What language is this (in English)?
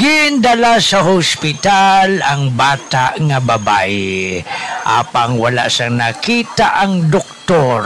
Hiligaynon